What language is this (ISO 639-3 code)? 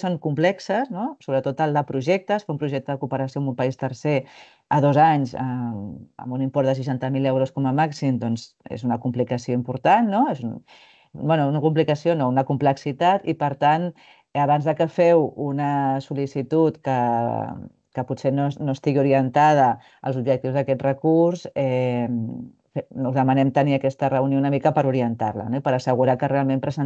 cat